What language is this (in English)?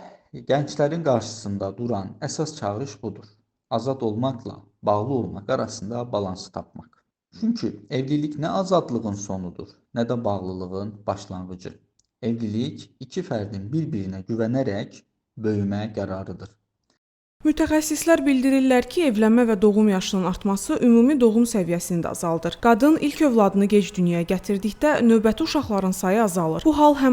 Azerbaijani